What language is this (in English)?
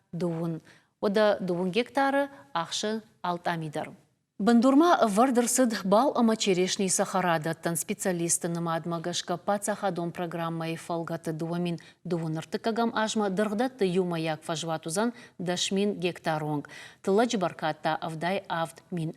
Ossetic